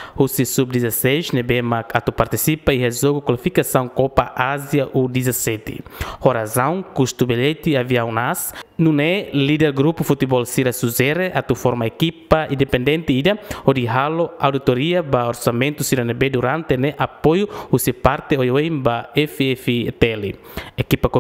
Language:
Tetum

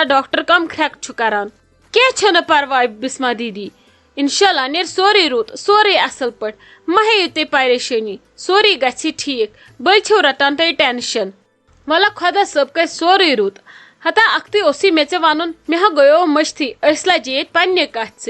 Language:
Kashmiri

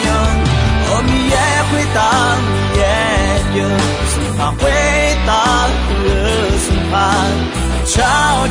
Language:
Akha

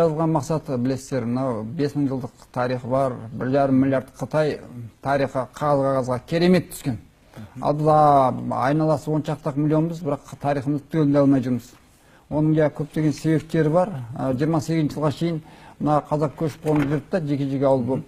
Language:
Kazakh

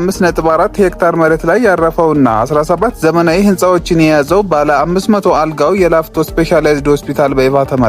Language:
Amharic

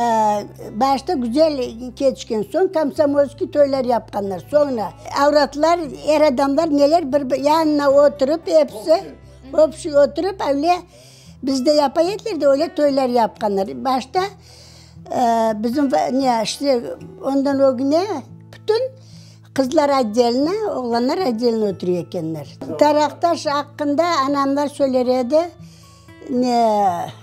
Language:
Crimean Tatar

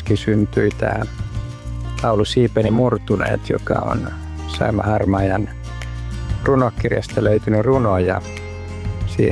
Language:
Finnish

